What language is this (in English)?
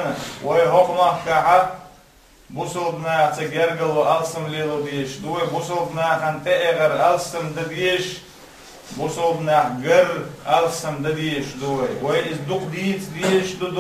Chechen